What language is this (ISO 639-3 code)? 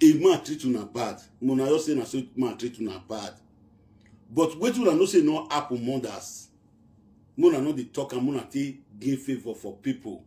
pcm